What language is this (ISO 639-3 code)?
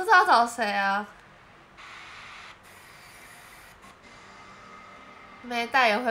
zho